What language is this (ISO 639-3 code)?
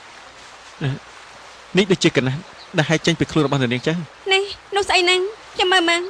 khm